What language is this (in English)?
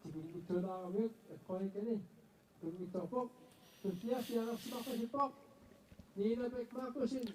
Kalaallisut